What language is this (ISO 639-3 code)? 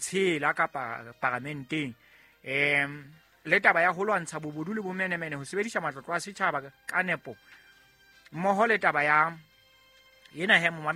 sot